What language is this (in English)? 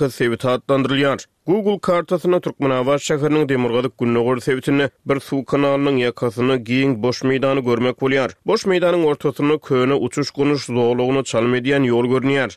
Turkmen